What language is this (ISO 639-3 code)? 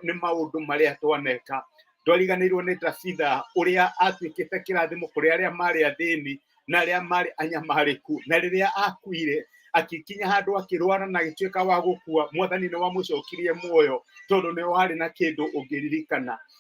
kik